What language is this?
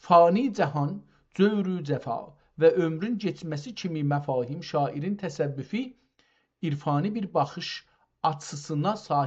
South Azerbaijani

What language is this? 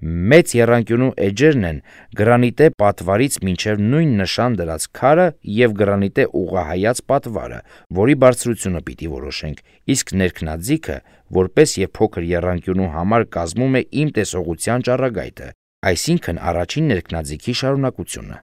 Armenian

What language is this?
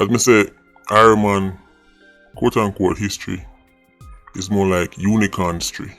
Jamaican Creole English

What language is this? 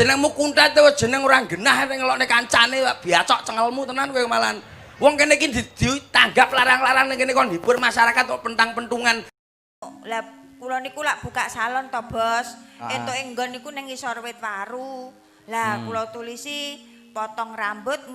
Javanese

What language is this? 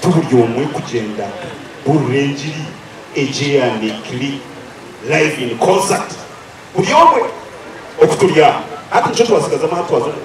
Nyankole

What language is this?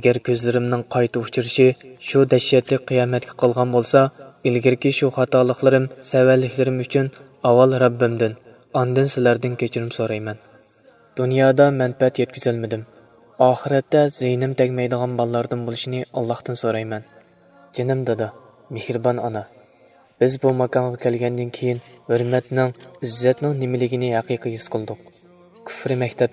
Uyghur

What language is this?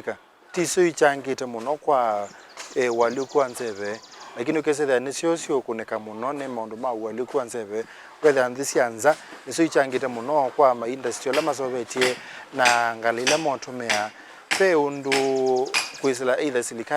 Kamba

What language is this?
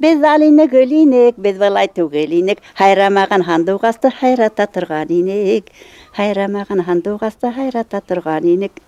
Bashkir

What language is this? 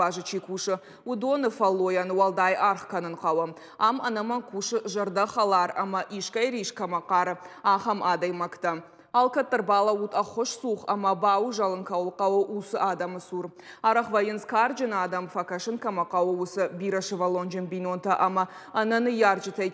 Ossetic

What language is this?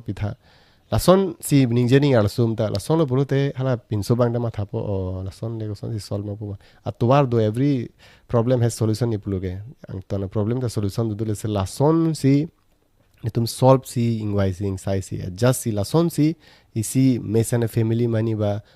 Karbi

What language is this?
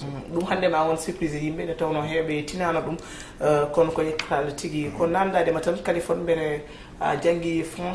Fula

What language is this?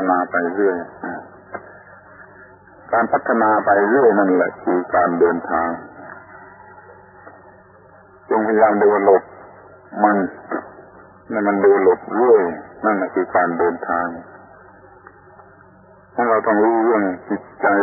Thai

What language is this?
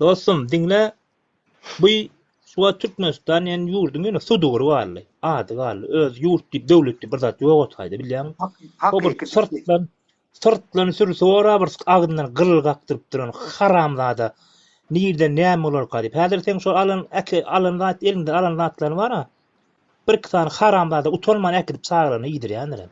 Turkmen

